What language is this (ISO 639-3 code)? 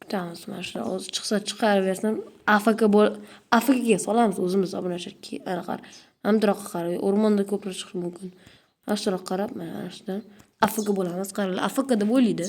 uzb